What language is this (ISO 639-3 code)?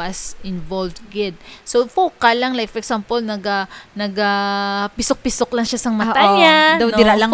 hil